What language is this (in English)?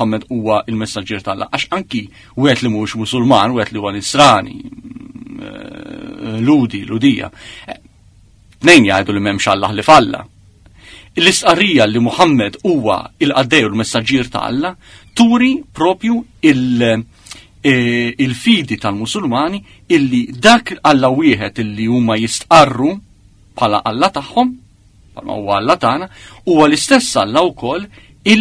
Maltese